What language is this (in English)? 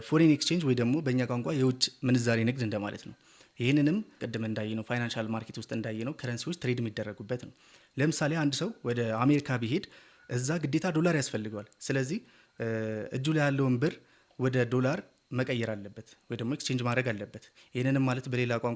Amharic